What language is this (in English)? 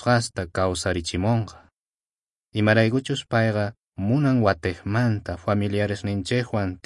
South Bolivian Quechua